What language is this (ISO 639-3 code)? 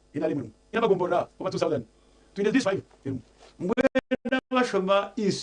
nyn